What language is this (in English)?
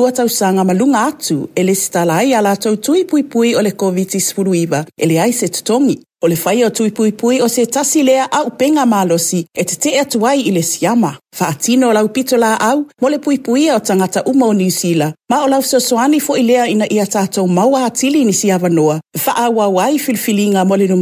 Samoan